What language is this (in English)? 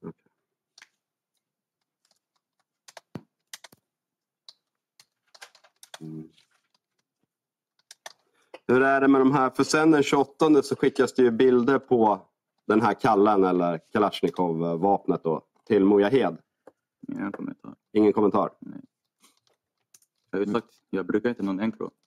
Swedish